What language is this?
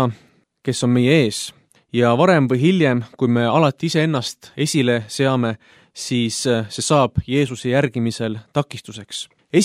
Estonian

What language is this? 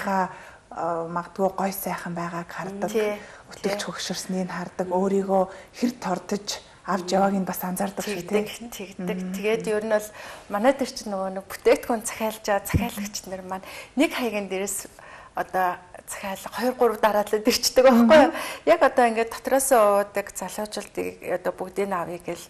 Mongolian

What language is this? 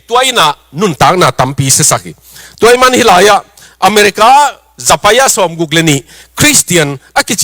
Tedim Chin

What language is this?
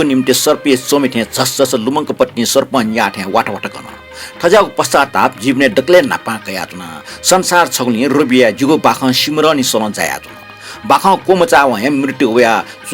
Newari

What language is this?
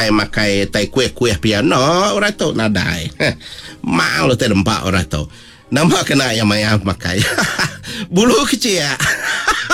Iban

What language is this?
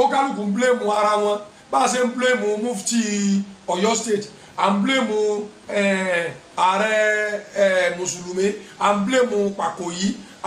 Yoruba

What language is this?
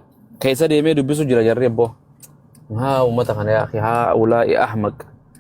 Oromo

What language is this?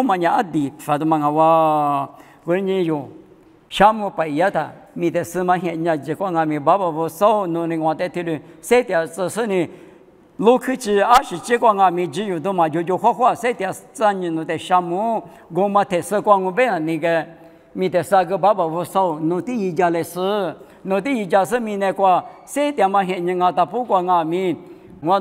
Lisu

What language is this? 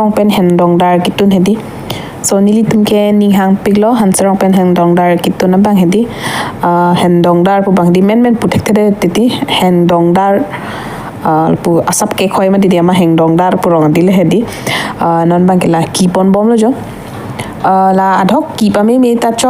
Karbi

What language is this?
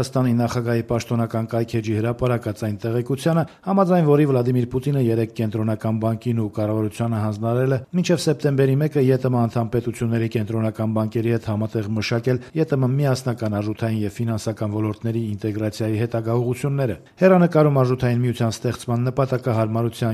Armenian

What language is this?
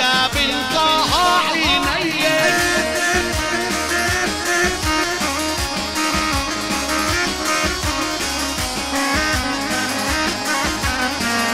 Arabic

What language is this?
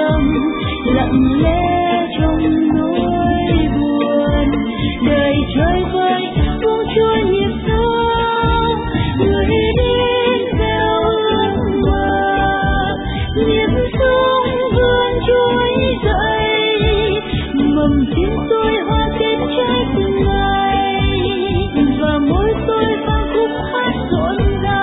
Vietnamese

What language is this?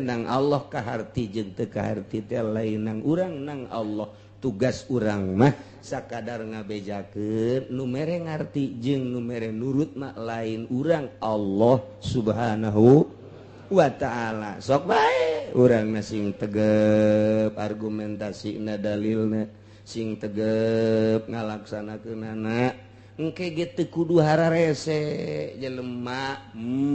Sundanese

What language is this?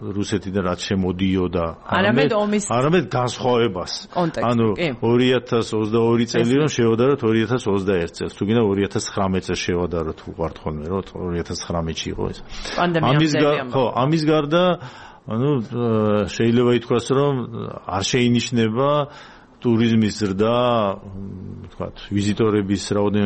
Georgian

